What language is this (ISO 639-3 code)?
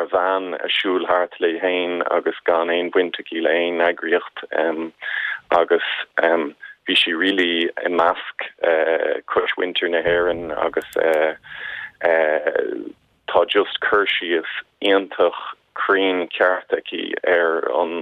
gle